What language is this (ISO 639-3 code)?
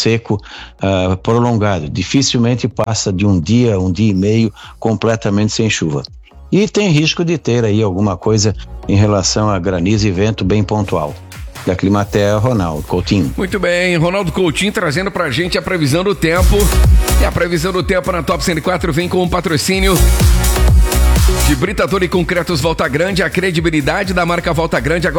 por